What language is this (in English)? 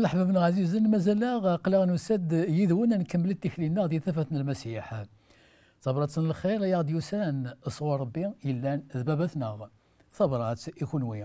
Kabyle